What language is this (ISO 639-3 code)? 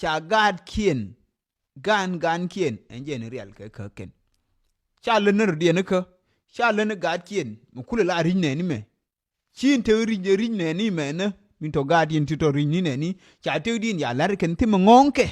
nus